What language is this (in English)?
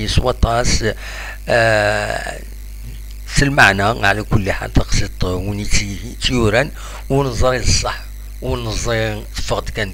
Kabyle